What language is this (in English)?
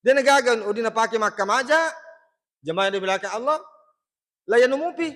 Buginese